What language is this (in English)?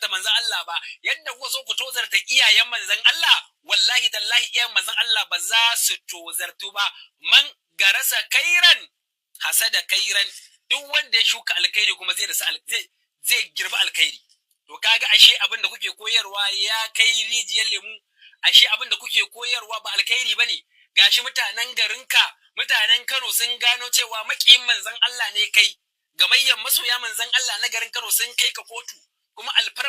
Hausa